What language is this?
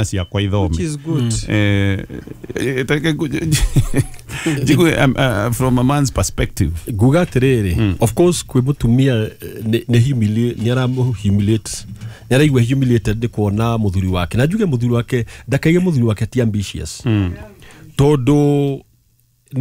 Kikuyu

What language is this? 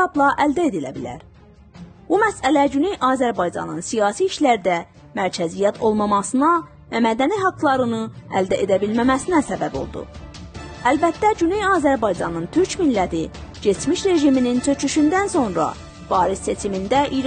South Azerbaijani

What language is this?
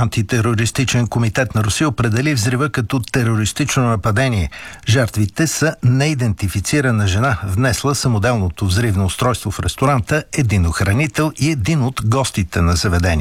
Bulgarian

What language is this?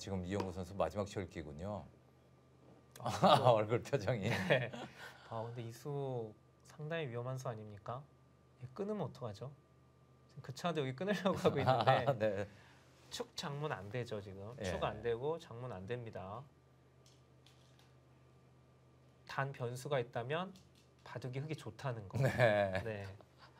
Korean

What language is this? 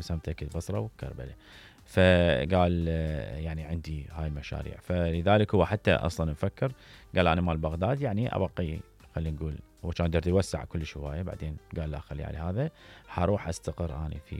Mesopotamian Arabic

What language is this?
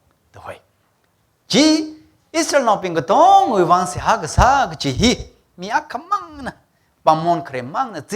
Tangkhul Naga (India)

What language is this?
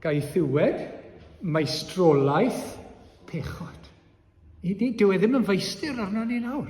Welsh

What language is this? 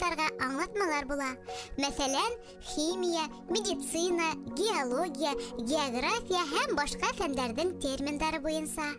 Bashkir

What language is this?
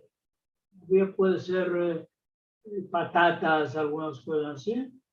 Ladino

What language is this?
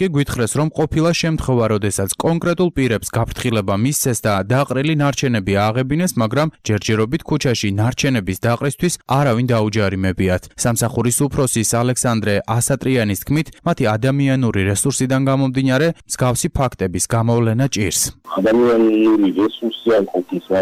Georgian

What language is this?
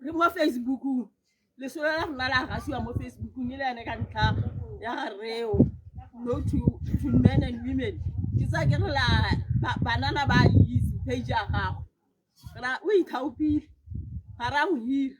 Tswana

